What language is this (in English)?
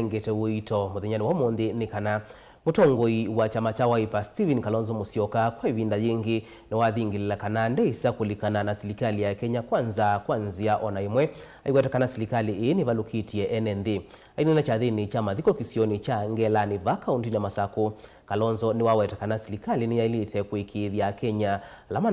Kamba